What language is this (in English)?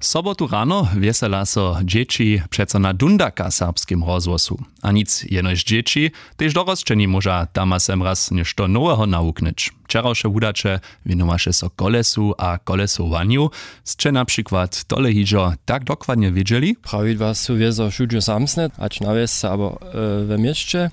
Upper Sorbian